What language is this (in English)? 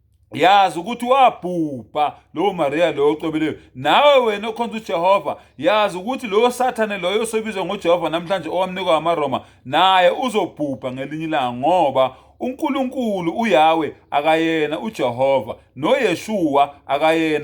Zulu